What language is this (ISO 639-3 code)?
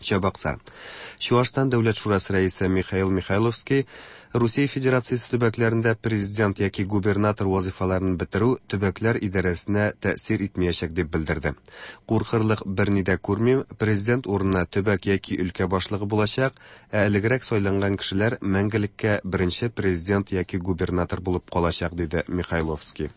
tat